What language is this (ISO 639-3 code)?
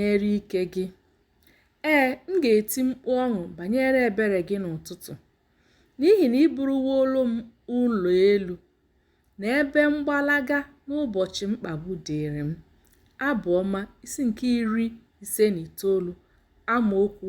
ibo